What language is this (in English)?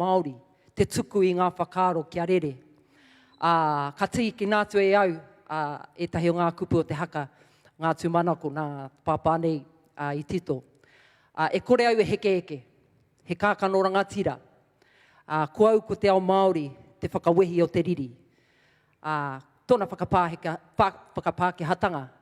Māori